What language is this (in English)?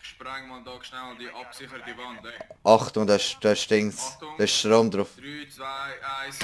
Swiss German